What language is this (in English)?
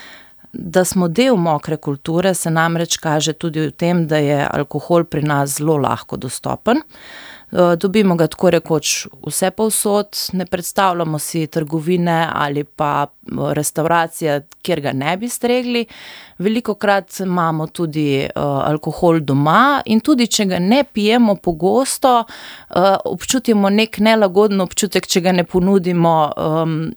Slovenian